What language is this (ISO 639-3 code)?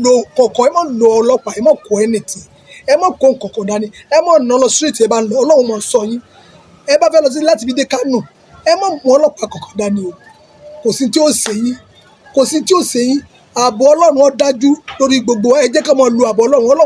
yor